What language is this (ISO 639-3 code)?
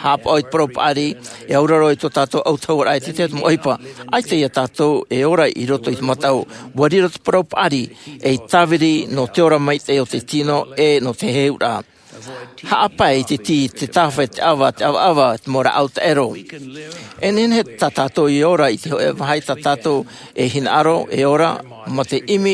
tah